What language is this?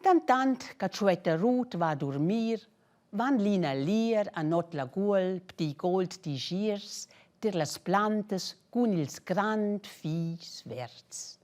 Romansh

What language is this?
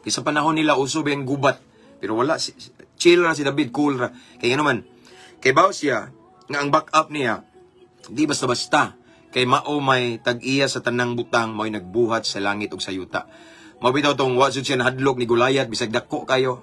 Cebuano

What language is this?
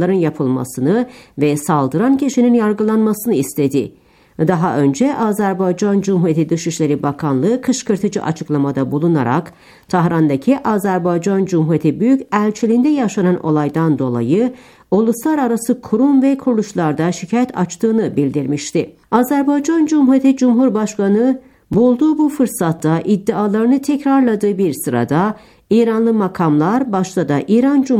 Turkish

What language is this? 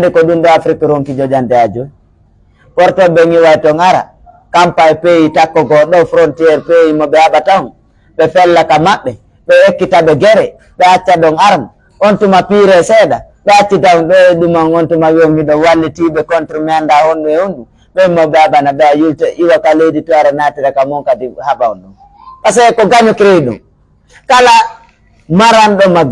Pular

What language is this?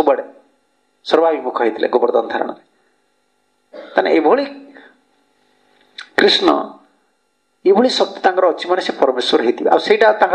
Odia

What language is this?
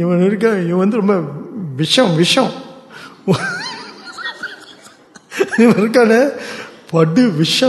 Tamil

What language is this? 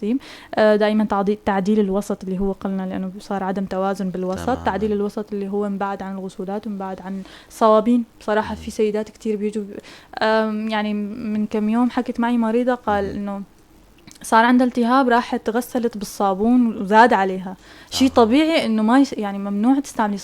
North Levantine Arabic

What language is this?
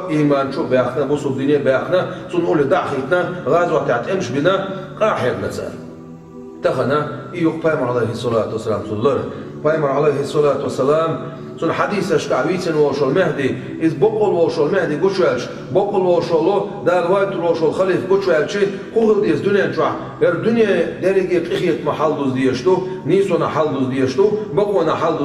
Chechen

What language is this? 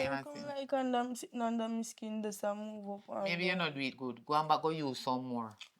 Jamaican Creole English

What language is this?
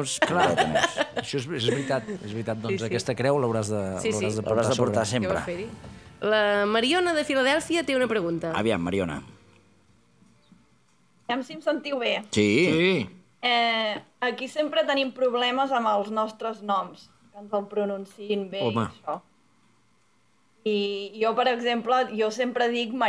Catalan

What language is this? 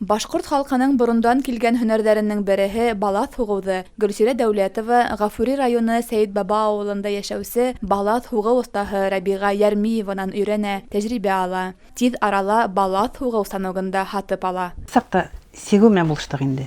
Bashkir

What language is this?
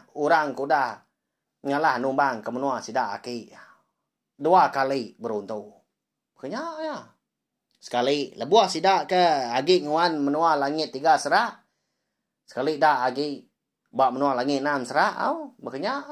Iban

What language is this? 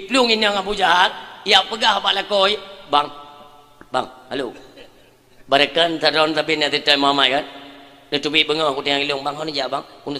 Achinese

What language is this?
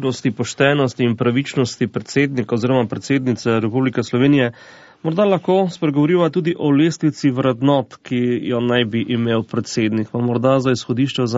Slovenian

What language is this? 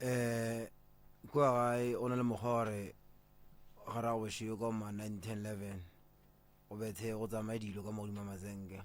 Northern Sotho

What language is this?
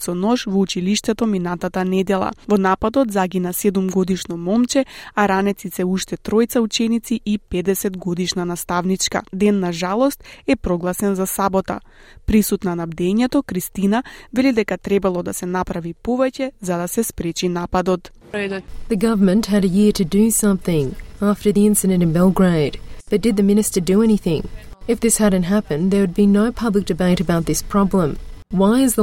Macedonian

